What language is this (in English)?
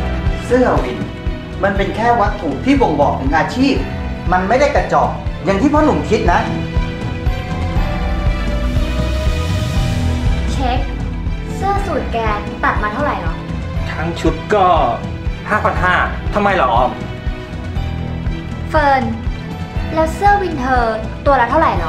Thai